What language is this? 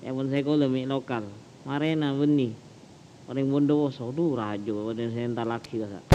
Madurese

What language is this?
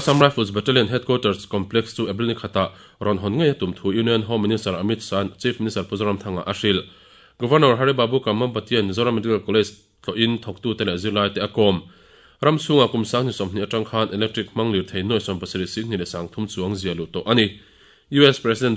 Mizo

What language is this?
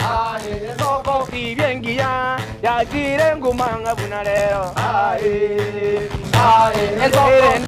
Gusii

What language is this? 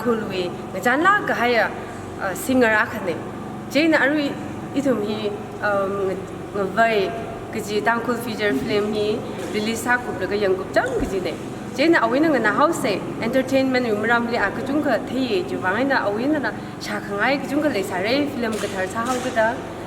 Tangkhul Naga (India)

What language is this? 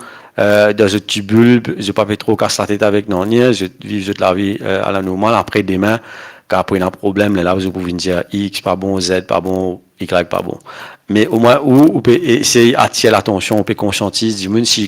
Morisyen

